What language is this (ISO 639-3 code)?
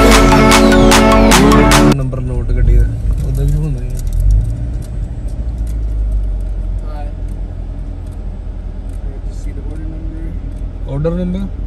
pan